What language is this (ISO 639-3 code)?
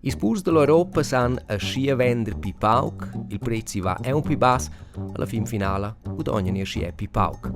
roh